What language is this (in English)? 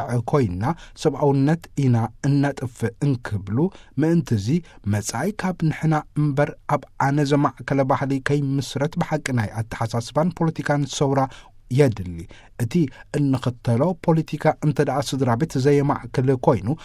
Tigrinya